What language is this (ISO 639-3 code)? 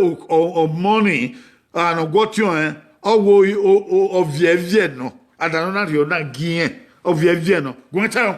bin